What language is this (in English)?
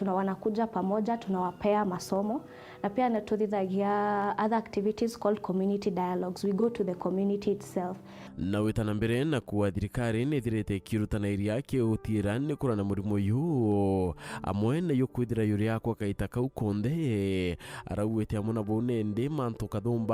Meru